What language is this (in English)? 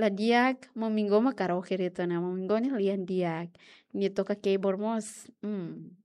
Tetum